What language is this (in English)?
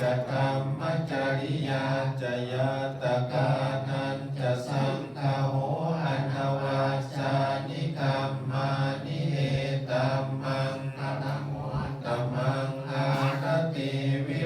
Pali